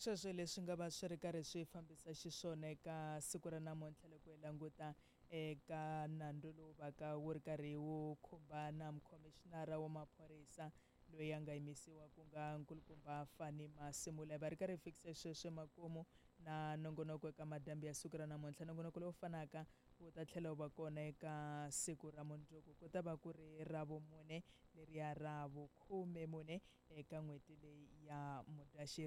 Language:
Tsonga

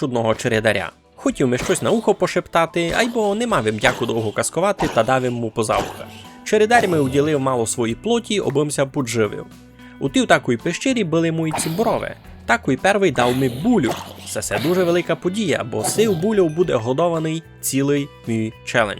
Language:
Rusyn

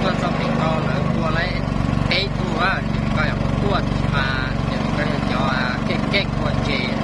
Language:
Hmong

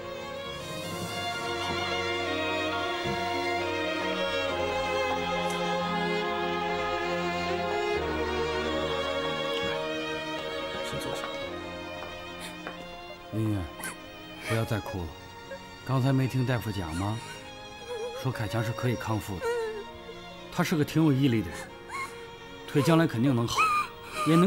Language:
Chinese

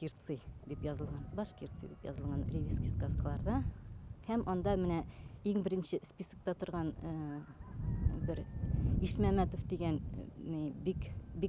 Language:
Bashkir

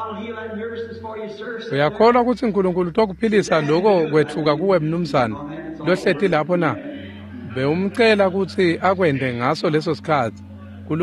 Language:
Swati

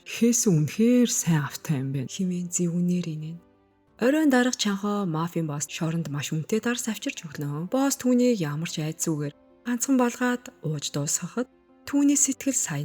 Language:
Mongolian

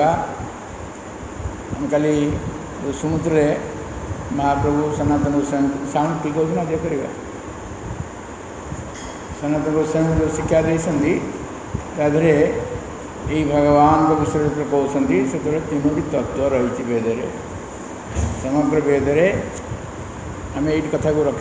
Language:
Odia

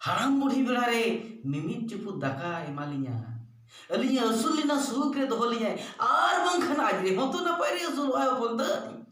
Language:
Santali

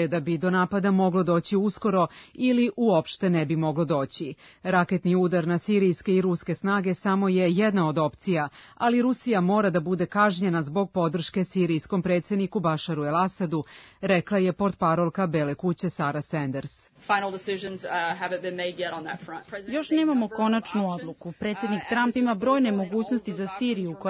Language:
Serbian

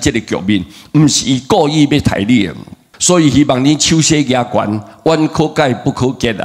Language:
Min Nan Chinese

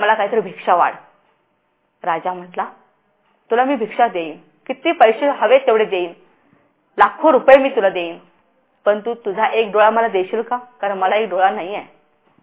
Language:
Marathi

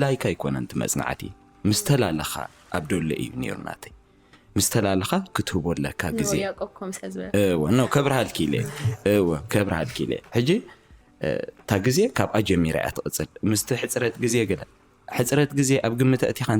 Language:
Tigrinya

